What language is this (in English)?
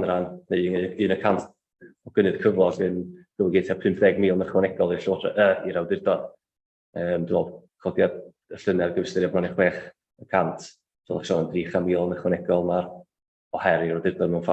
Welsh